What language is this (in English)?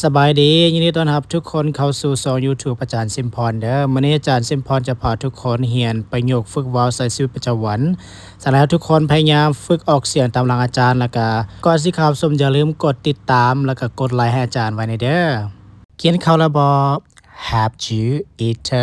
Lao